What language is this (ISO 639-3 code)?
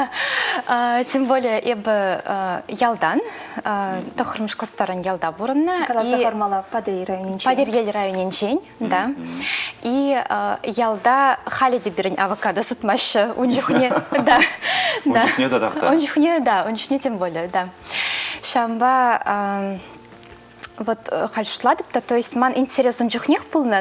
chv